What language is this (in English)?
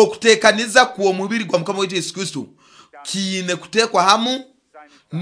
Nyoro